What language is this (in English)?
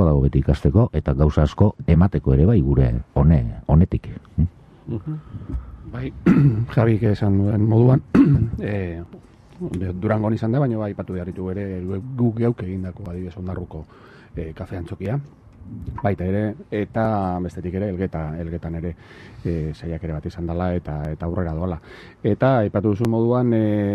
Basque